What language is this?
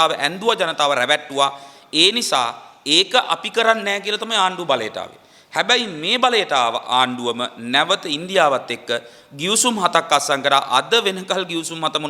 Sinhala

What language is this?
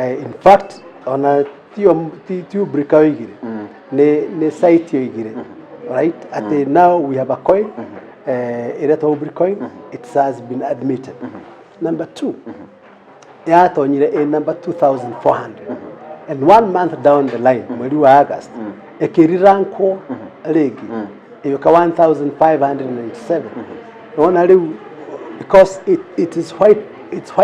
Kikuyu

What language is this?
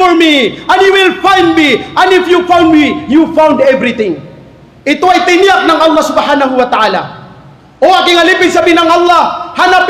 Maranao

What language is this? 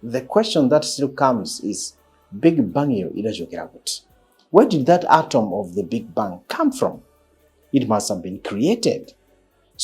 Nyanja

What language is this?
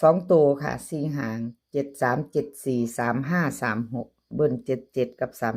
Lao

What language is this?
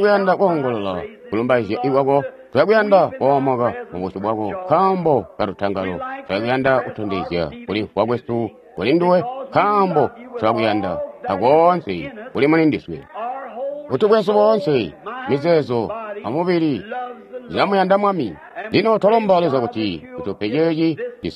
Tonga (Zambia)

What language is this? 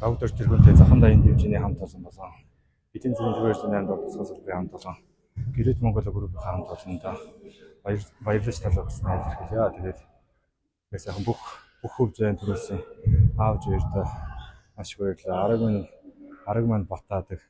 Mongolian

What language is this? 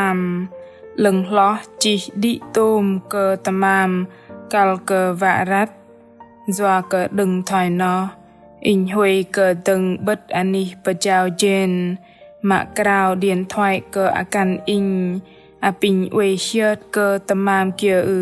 Bahnar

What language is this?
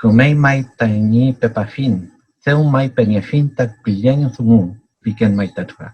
Mapuche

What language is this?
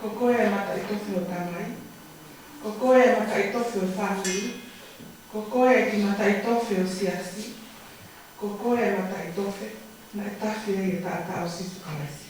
Tongan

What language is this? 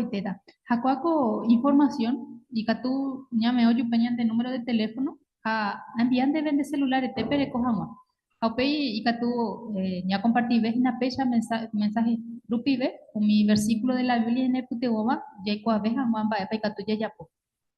Guarani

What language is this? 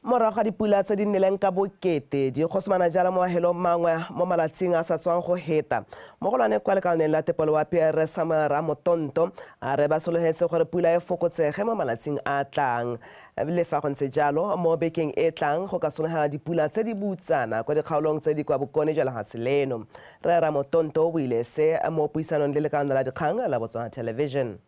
Tswana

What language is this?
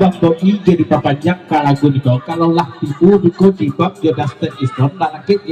Minangkabau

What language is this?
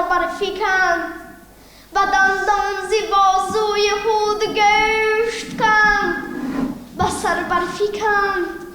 Tajik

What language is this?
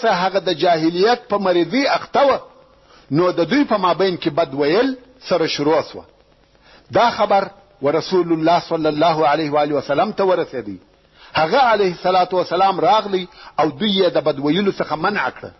Pashto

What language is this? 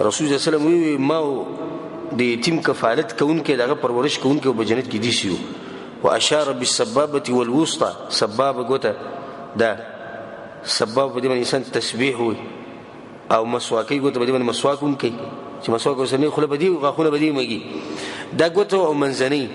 Pashto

